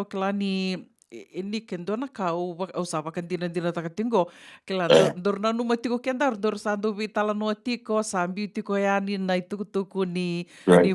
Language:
Fijian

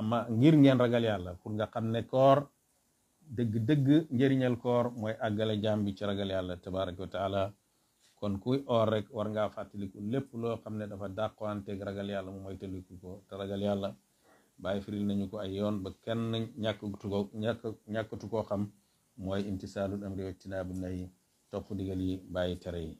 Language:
Wolof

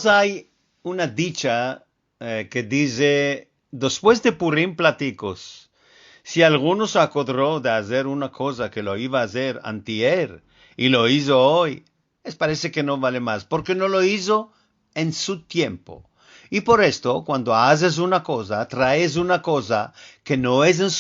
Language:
Ladino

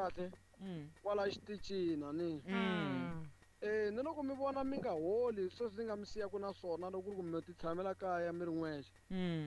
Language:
Tsonga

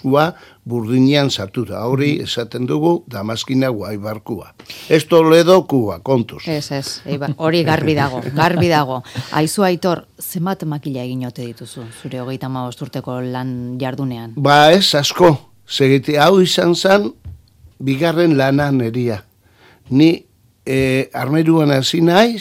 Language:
Basque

